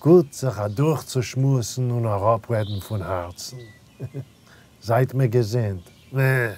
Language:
Yiddish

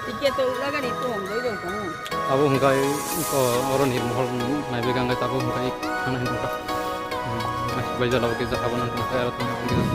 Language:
Kok Borok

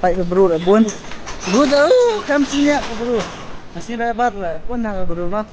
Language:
Khasi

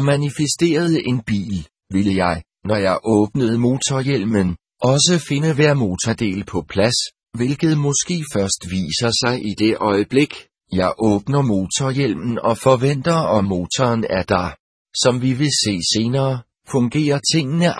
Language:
Danish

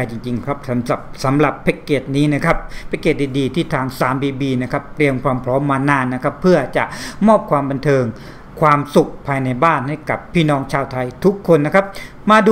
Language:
Thai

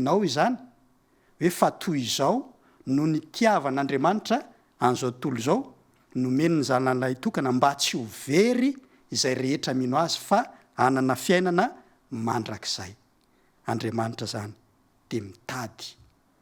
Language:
Malagasy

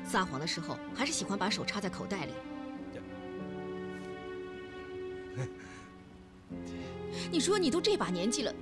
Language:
Chinese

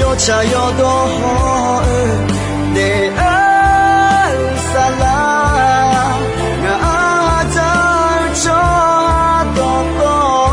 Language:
Akha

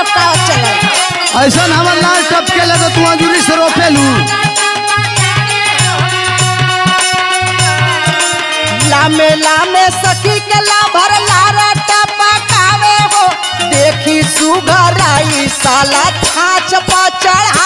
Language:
Bhojpuri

